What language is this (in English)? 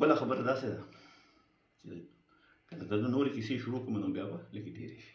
Pashto